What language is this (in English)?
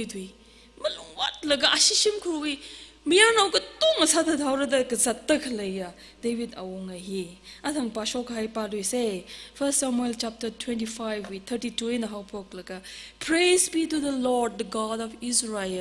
Tangkhul Naga (India)